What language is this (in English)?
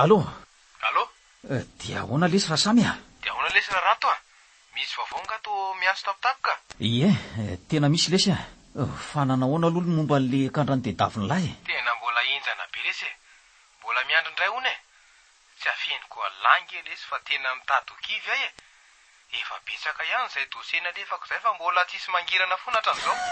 Malagasy